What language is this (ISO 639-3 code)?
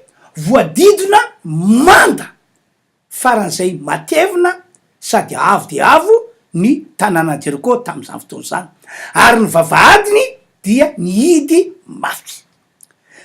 mlg